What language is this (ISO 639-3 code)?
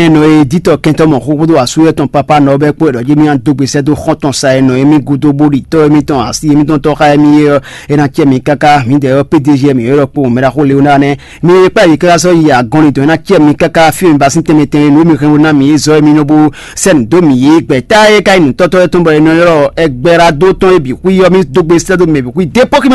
fon